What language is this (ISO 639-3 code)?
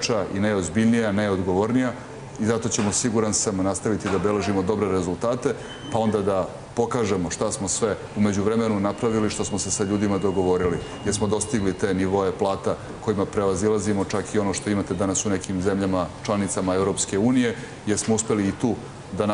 srp